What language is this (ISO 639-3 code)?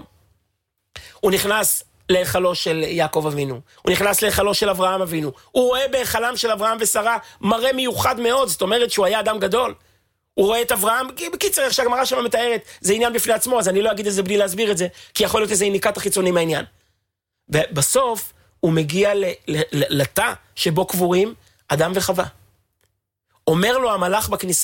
heb